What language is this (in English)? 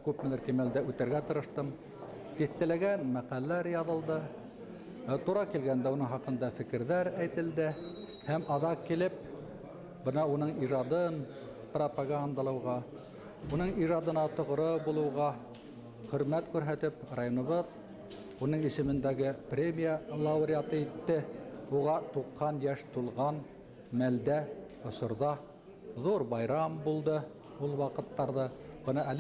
Bashkir